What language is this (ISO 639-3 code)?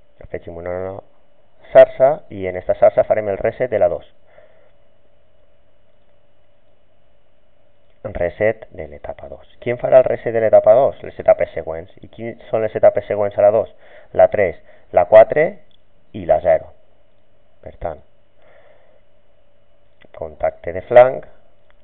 cat